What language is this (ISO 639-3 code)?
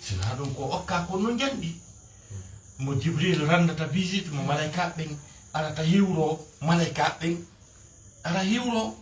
ful